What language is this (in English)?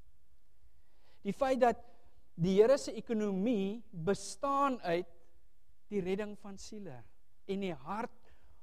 Afrikaans